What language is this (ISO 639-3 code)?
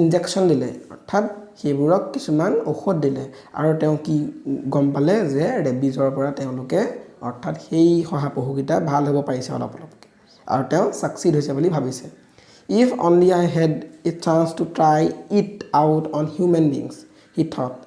asm